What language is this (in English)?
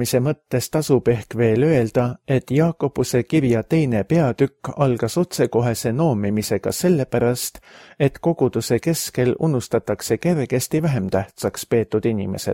Estonian